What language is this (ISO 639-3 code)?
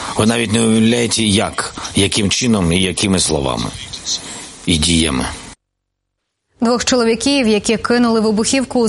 ukr